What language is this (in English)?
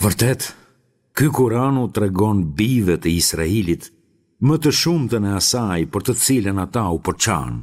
Albanian